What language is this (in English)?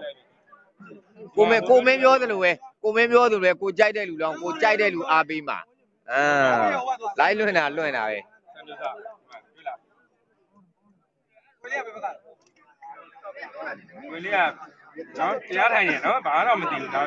Burmese